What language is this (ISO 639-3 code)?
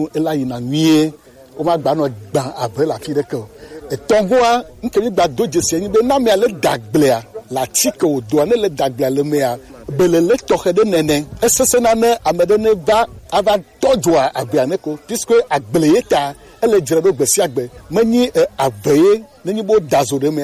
gej